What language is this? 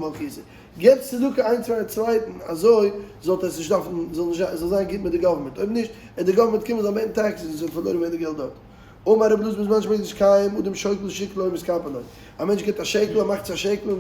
Yiddish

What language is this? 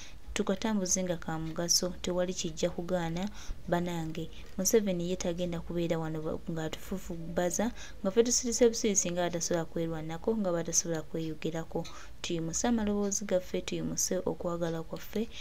Ganda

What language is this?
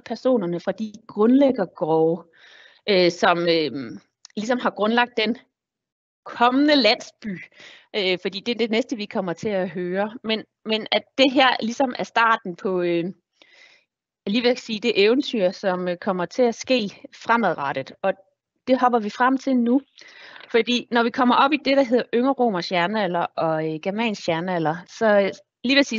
Danish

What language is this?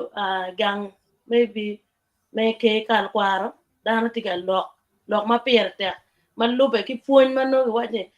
Acoli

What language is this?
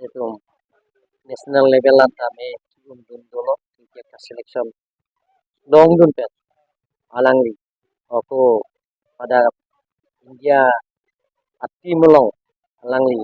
Karbi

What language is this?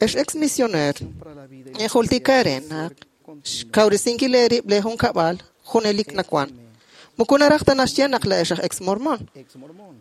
Kekchí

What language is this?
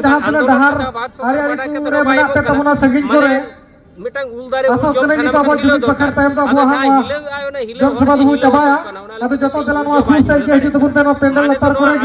Santali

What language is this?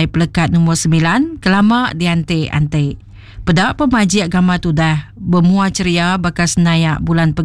Iban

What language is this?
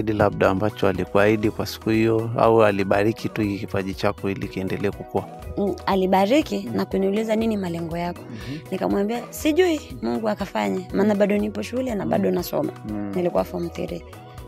Swahili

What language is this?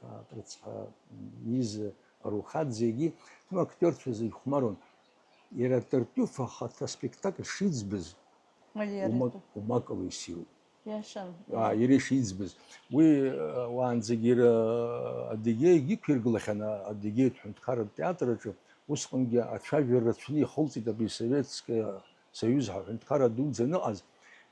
Abkhazian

